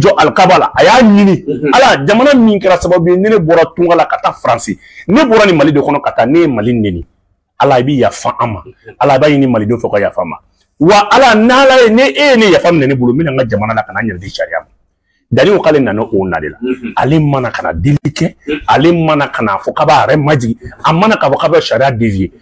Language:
Bambara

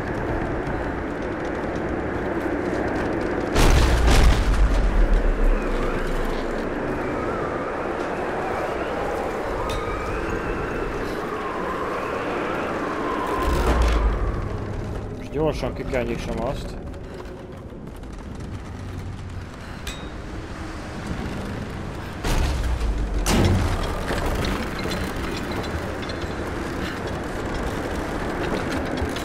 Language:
Hungarian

